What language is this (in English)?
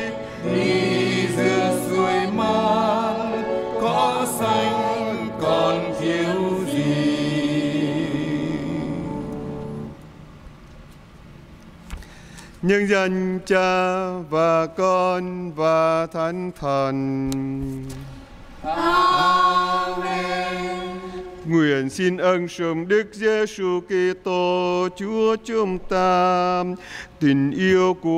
Vietnamese